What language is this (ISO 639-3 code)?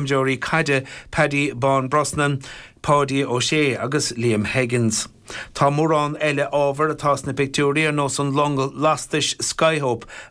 gle